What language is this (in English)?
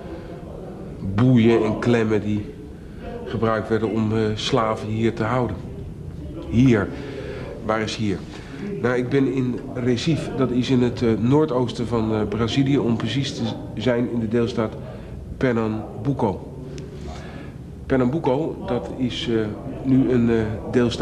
Dutch